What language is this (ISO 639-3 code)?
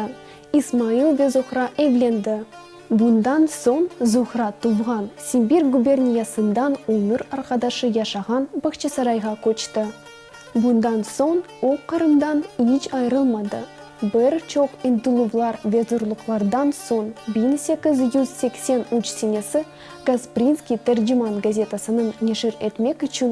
crh